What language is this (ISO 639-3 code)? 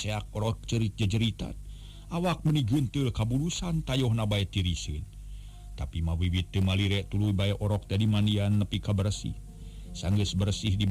sun